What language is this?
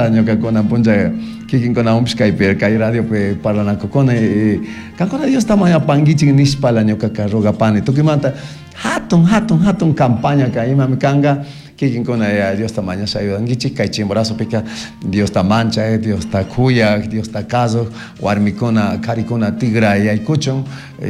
Chimborazo Highland Quichua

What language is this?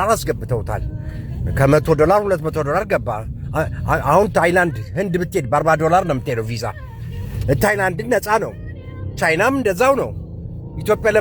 Amharic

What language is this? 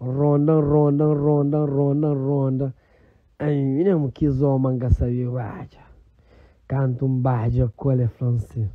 Kabuverdianu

